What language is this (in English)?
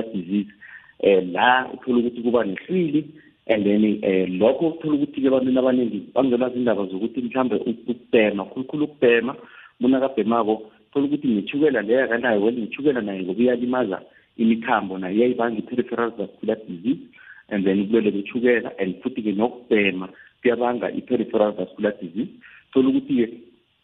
South Ndebele